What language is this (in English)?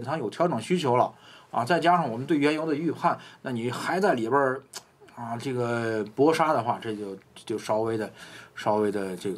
Chinese